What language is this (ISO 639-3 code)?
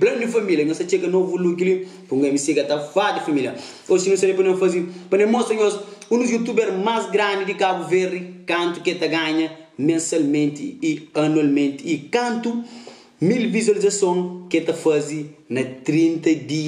kea